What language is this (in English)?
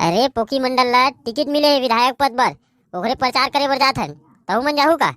Chhattisgarhi